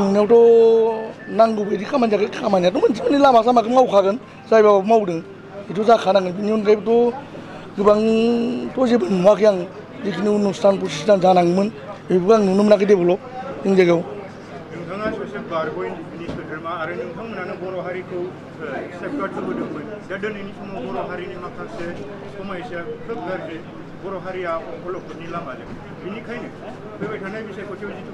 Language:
Bodo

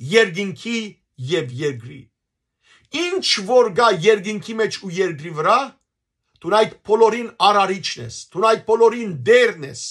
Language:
Western Armenian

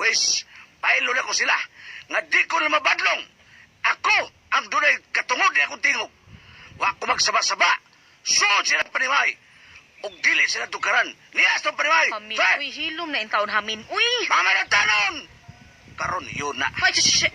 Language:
Cebuano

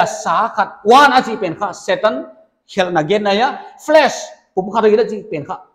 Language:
Paite Chin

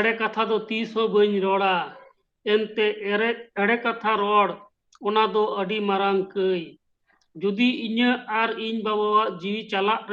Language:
Santali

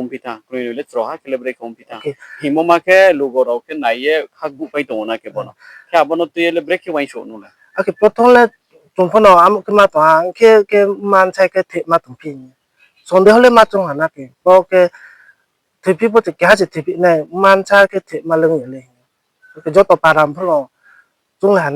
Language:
Riang (India)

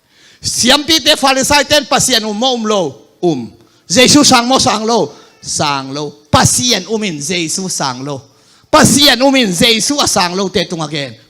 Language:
Tedim Chin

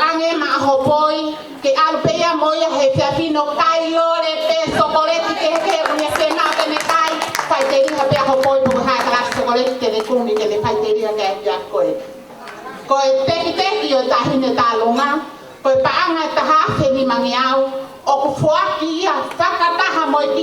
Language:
Tongan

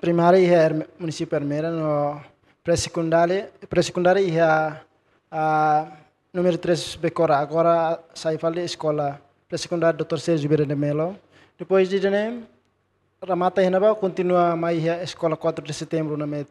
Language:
Tetum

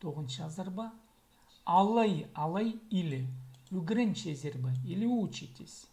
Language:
Khakas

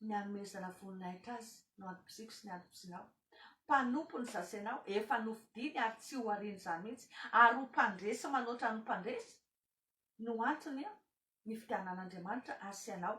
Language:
Malagasy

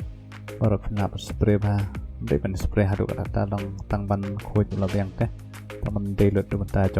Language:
Khasi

